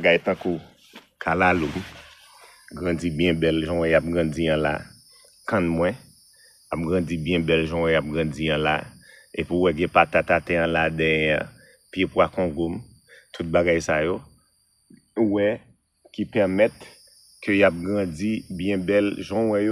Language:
Haitian Creole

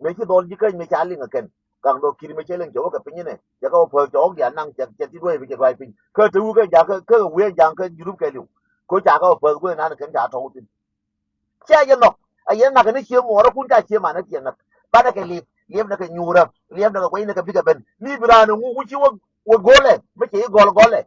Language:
Nuer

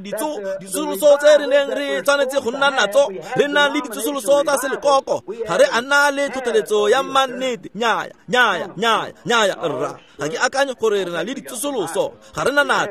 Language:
Tswana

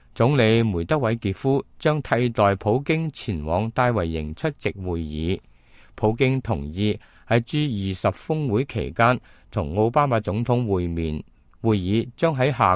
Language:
Cantonese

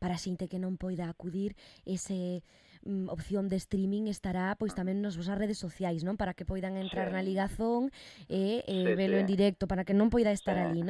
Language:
Galician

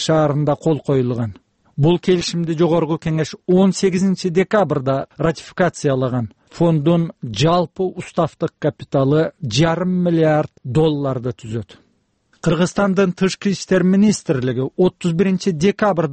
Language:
Kyrgyz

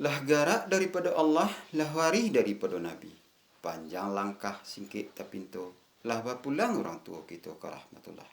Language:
Minangkabau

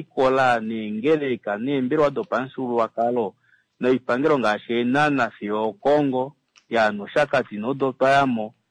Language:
Kuanyama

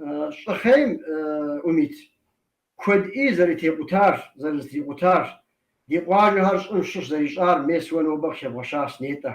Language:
Kabardian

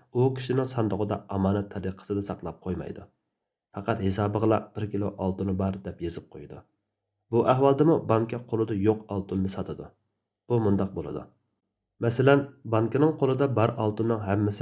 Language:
Uyghur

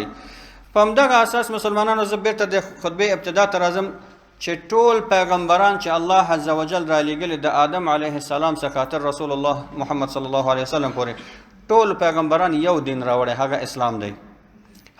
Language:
Pashto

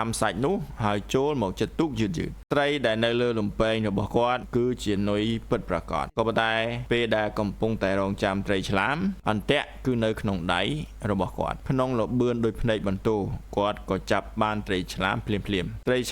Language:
Khmer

